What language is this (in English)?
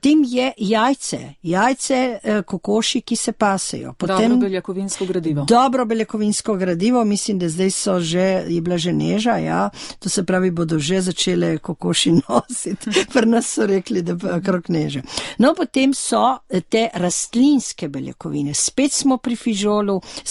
Slovenian